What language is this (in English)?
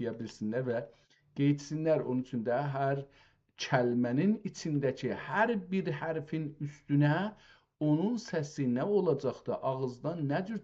South Azerbaijani